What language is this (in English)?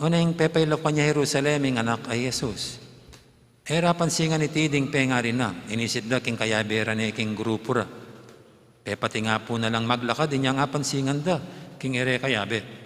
Pampanga